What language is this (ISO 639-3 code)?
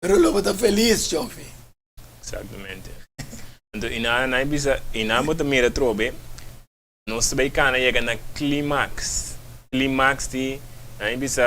pap